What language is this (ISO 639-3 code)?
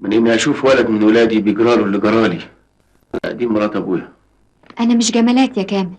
arz